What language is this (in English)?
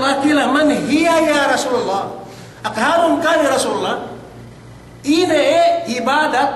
Yakan